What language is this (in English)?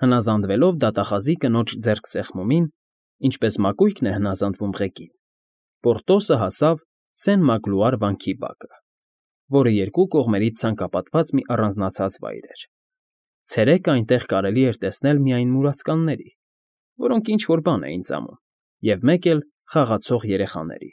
Armenian